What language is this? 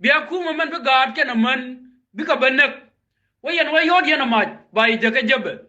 Nuer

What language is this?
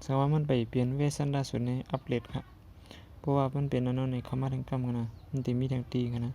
Shan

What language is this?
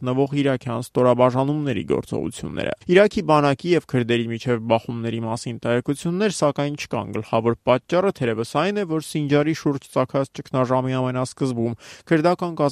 Armenian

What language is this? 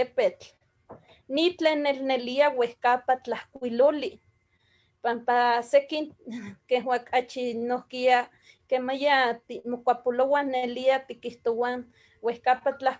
Eastern Huasteca Nahuatl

